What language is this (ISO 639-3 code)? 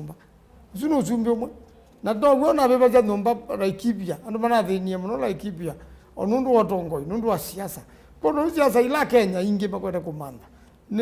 kam